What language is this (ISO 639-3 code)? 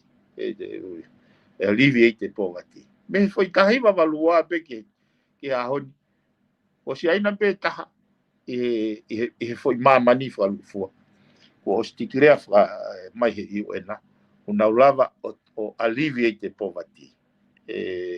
ton